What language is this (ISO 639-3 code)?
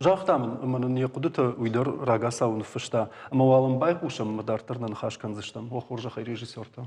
oss